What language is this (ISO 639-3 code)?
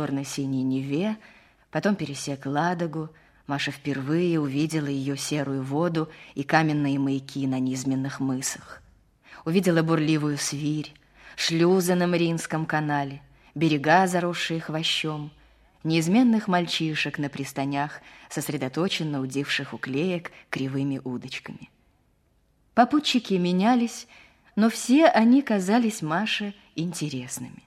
rus